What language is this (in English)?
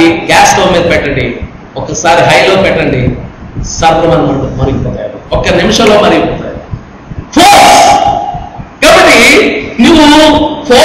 Telugu